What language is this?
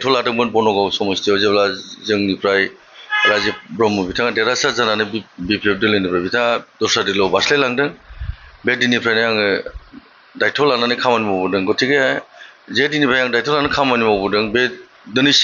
Bodo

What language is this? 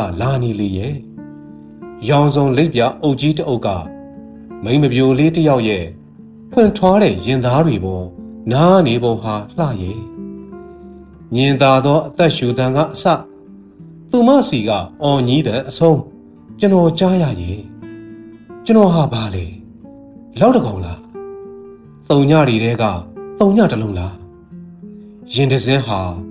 Burmese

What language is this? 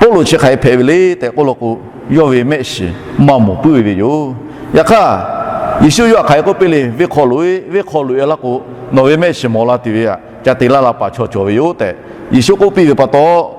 Lahu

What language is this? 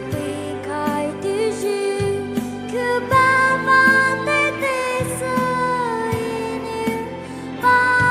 Poumei Naga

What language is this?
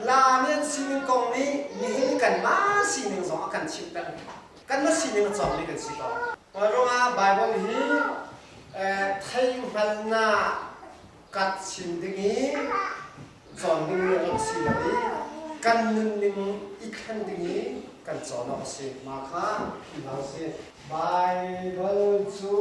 Hakha Chin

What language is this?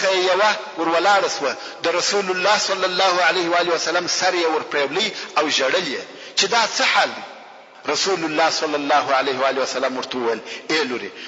Pashto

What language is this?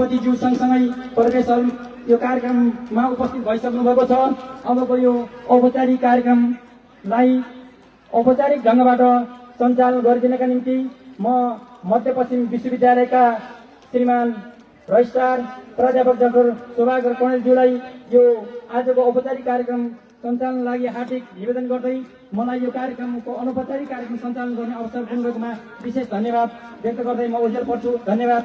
Nepali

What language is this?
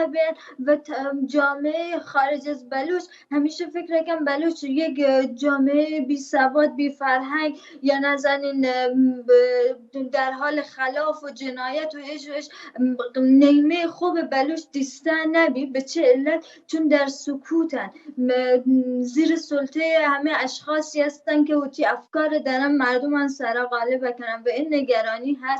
Baluchi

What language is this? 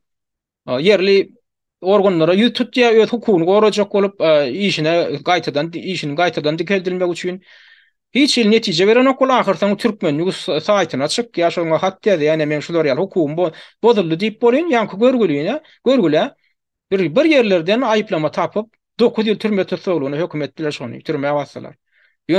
Turkmen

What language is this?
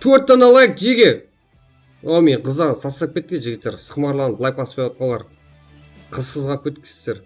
Kara-Kalpak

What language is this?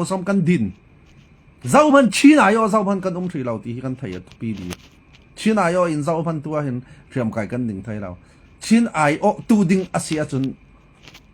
Falam Chin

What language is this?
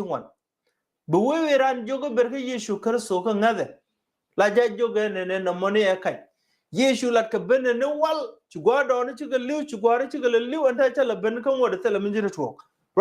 Nuer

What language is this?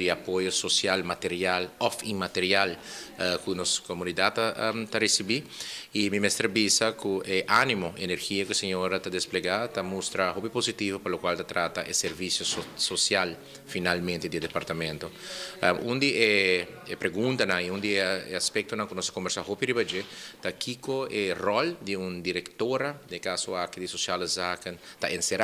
Papiamento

